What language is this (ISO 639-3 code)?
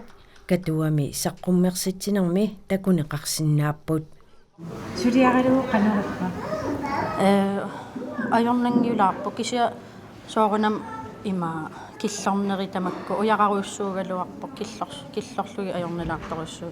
kal